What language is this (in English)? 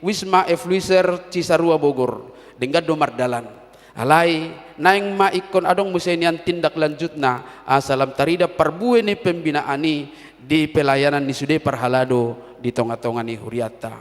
Batak Toba